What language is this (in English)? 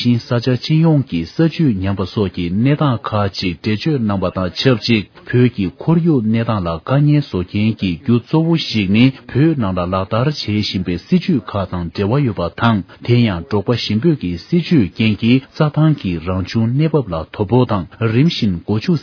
Tibetan